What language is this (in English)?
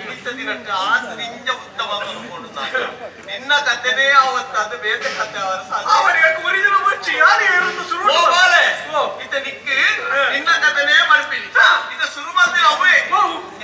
Tulu